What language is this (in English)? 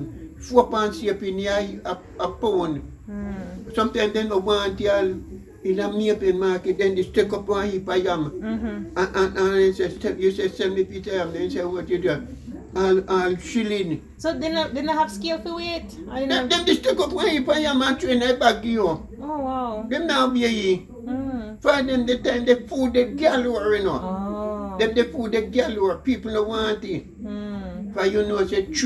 Jamaican Creole English